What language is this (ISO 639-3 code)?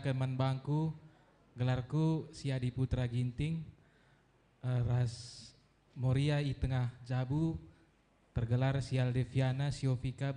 btx